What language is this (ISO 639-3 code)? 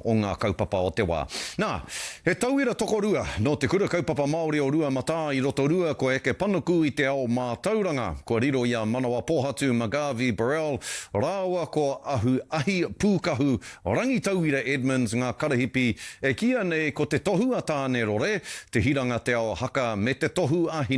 mri